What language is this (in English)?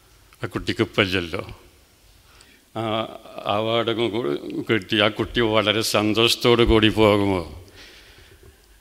Malayalam